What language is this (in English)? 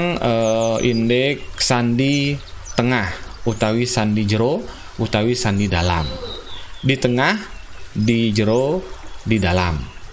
Balinese